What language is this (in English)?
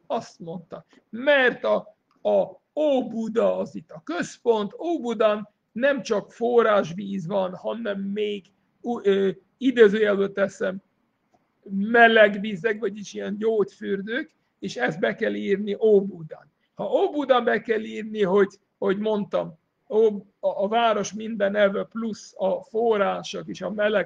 Hungarian